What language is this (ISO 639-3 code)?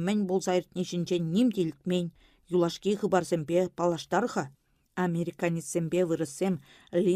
chv